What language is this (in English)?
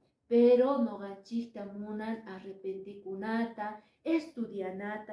Quechua